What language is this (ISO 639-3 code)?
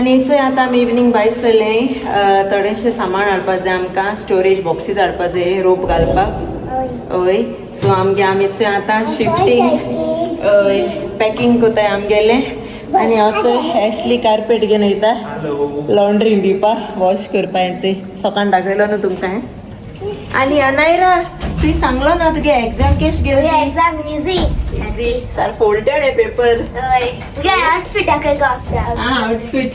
kok